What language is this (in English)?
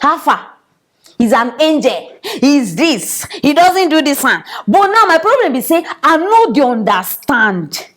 Nigerian Pidgin